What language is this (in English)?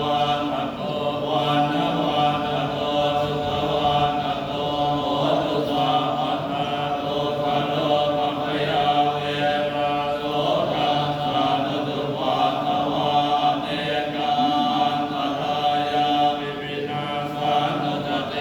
Pali